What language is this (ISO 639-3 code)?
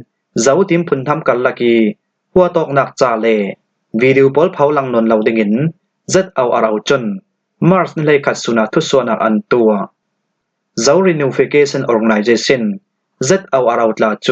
cfm